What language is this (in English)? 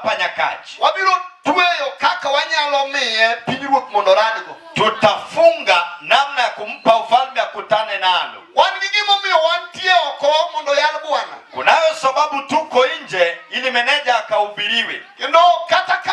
Luo (Kenya and Tanzania)